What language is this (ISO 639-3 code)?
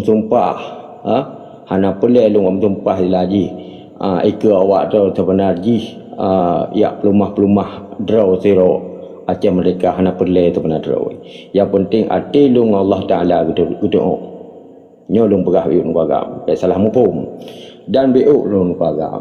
ace